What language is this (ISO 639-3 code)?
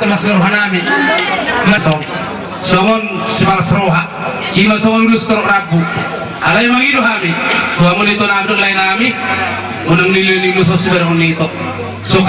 bbc